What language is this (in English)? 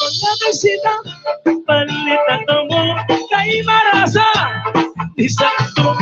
Waray